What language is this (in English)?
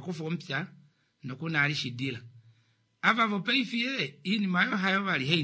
Kuanyama